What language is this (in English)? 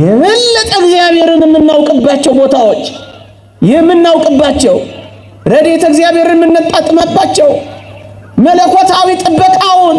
Amharic